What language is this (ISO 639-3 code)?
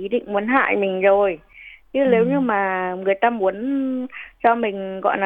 vie